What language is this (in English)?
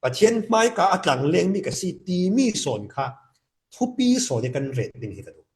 Falam Chin